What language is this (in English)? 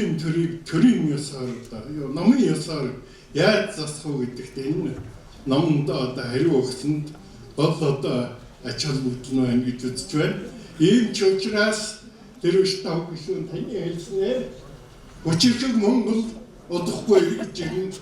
Mongolian